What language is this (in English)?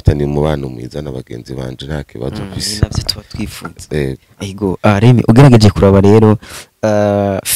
Rundi